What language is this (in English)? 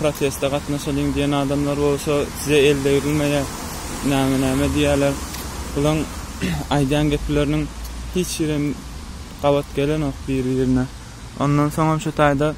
Turkmen